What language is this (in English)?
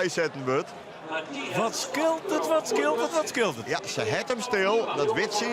Western Frisian